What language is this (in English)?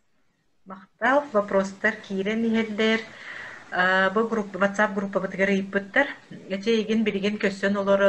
Yakut